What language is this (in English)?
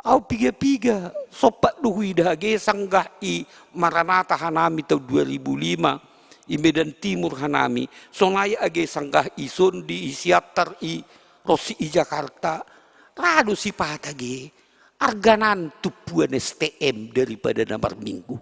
Batak Simalungun